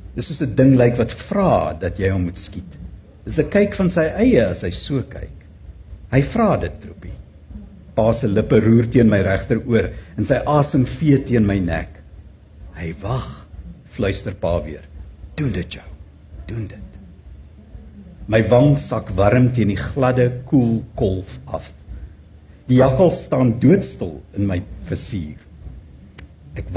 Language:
Afrikaans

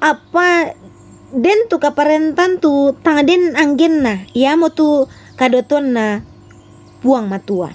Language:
Toraja-Sa'dan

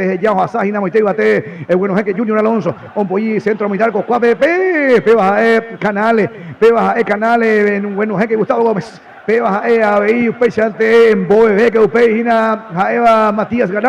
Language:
Guarani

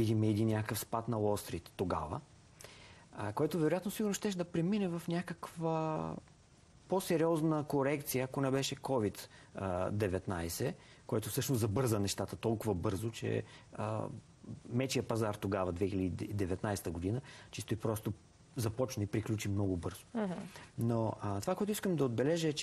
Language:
Bulgarian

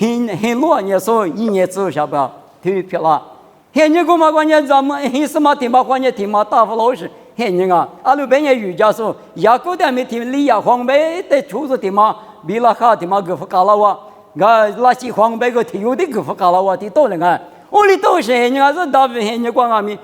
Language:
Lisu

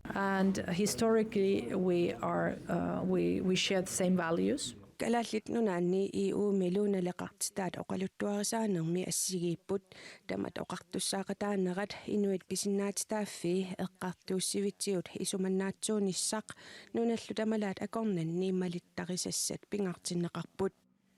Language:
Kalaallisut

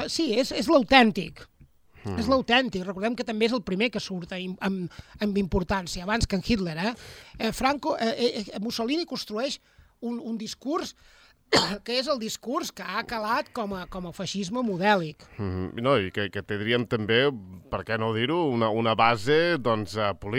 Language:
Catalan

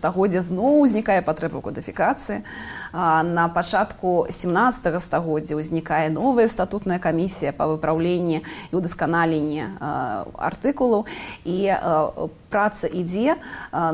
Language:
Belarusian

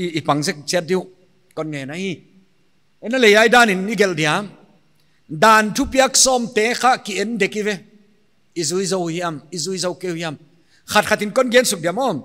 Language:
Paite Chin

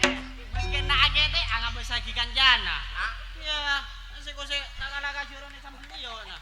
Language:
Madurese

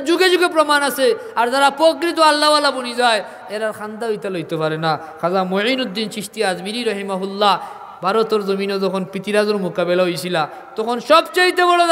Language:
Sylheti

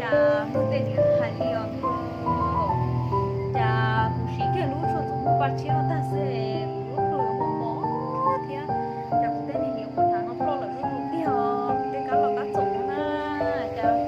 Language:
Hmong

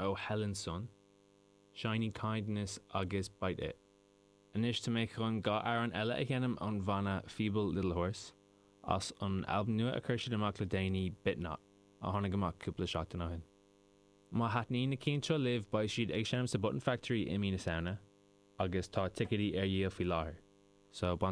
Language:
Irish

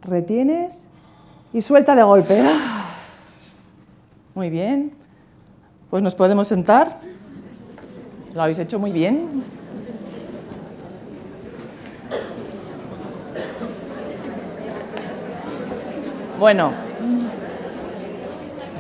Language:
Spanish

